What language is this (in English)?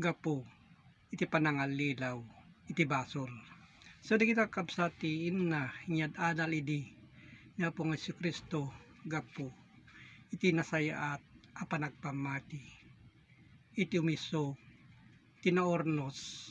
Iloko